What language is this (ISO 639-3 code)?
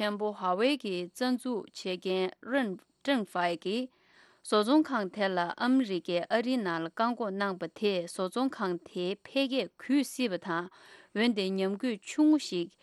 bod